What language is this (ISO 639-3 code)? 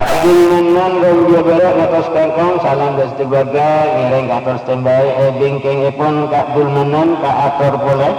mad